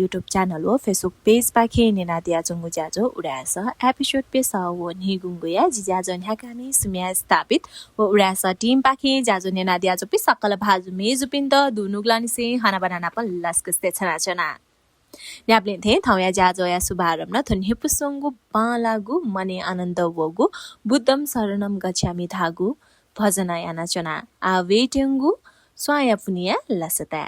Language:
Newari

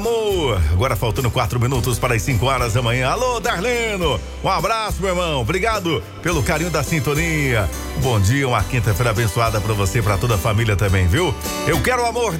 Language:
Portuguese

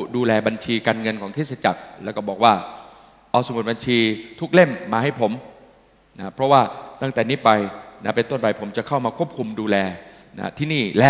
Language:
Thai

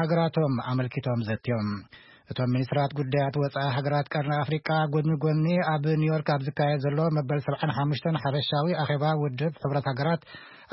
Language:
Tigrinya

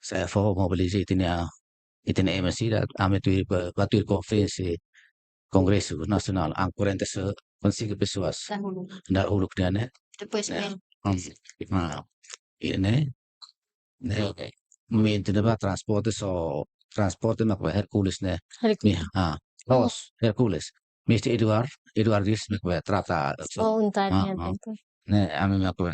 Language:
Tetum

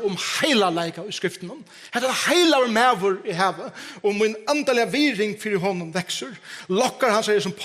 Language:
Faroese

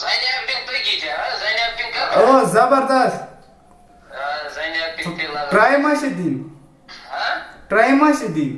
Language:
Kashmiri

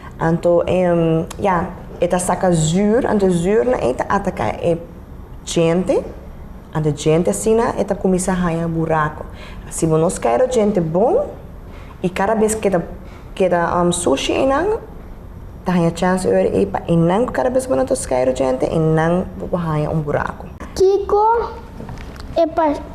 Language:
Papiamento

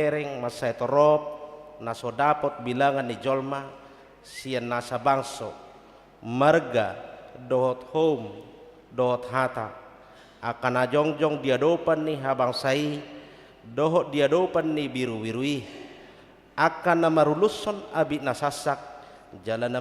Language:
Batak Toba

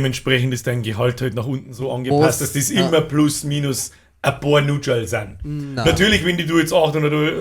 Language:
Bavarian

